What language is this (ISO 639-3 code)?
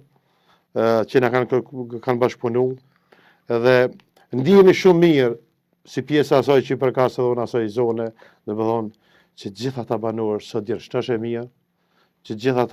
sqi